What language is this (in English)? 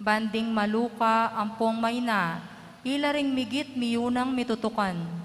Pampanga